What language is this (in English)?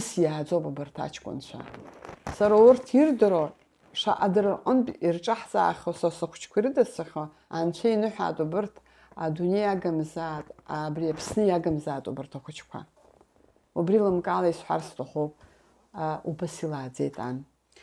Abkhazian